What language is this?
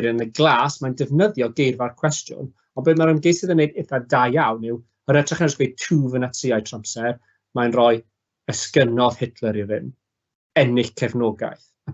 Welsh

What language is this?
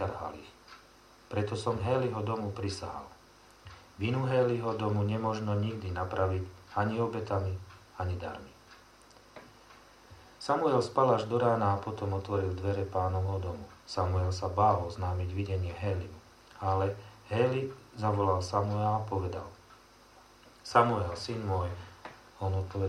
Slovak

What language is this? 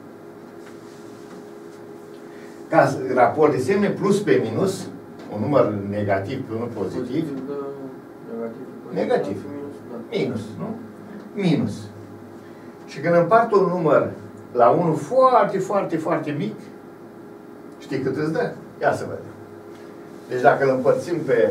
Romanian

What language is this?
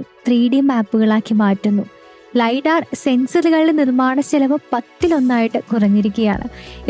Malayalam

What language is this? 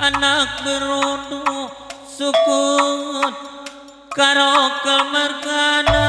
Batak Karo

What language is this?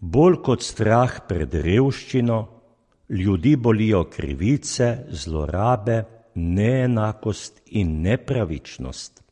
Slovenian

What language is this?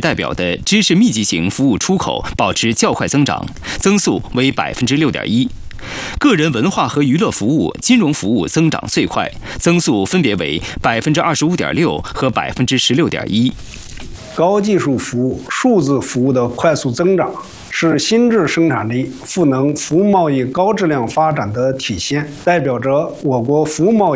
Chinese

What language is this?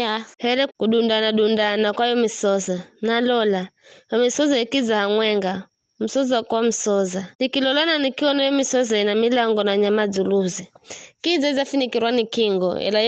Giryama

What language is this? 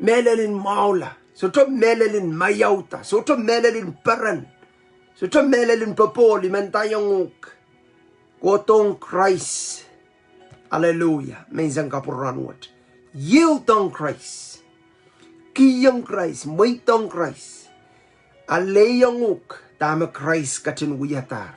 Pohnpeian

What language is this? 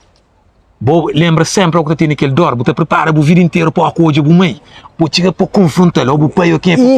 Kabuverdianu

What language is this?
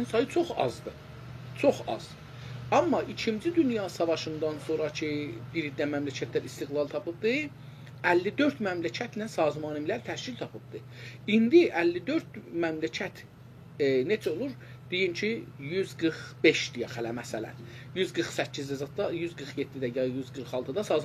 South Azerbaijani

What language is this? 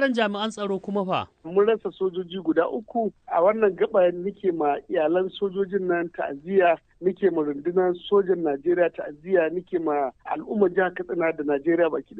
Hausa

